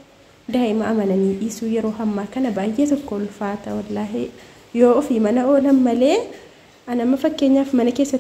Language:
Oromo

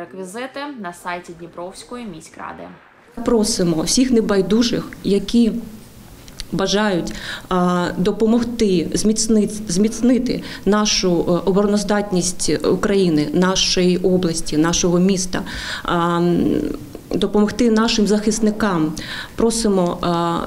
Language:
Ukrainian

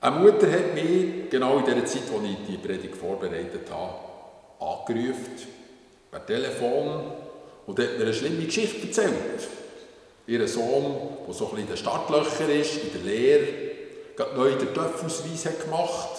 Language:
Swiss German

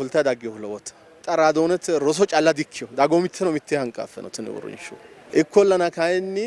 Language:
Sidamo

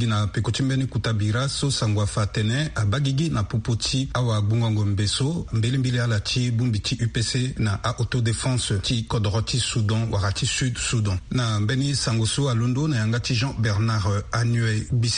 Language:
Sango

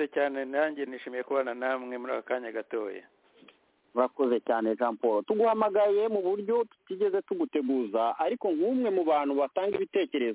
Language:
Kinyarwanda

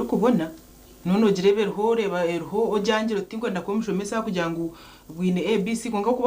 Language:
Nyankole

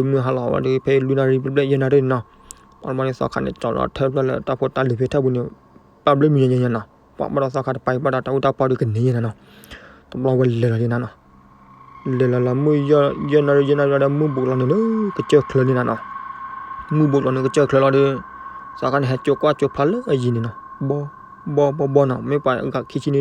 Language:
S'gaw Karen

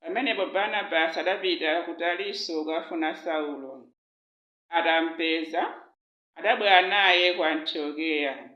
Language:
Nyanja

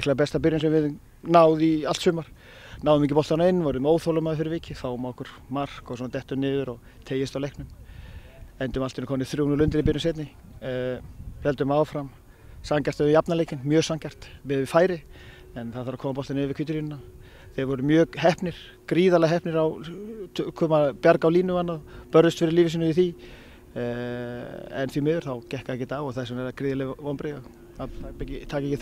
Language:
Icelandic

